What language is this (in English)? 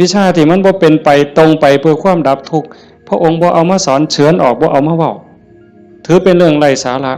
Northeastern Thai